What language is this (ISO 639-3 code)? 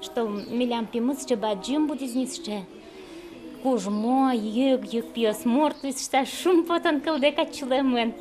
udm